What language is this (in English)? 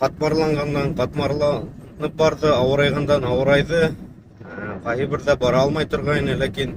Bashkir